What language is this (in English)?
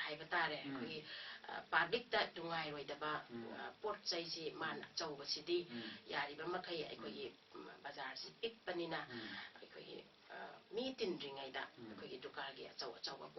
Manipuri